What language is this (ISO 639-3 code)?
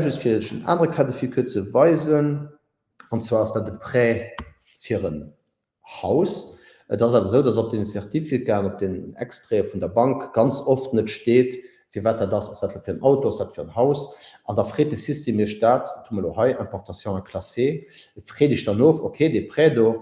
ltz